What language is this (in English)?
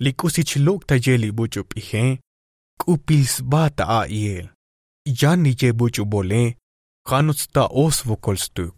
Tzotzil